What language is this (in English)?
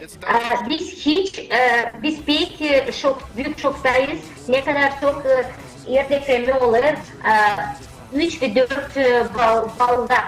Gagauz